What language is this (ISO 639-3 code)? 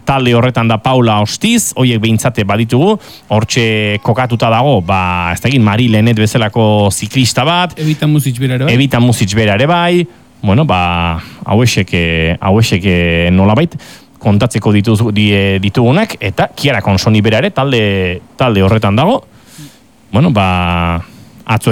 eus